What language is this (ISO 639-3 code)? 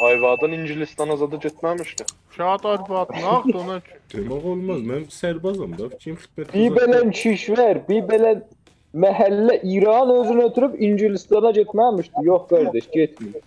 azb